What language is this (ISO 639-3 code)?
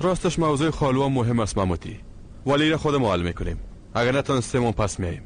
fas